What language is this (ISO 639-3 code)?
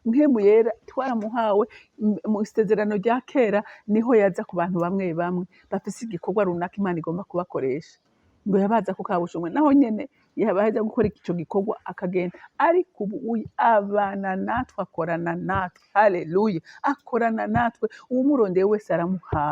run